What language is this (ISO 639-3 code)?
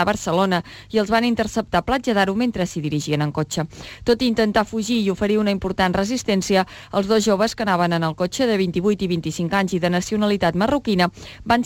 cat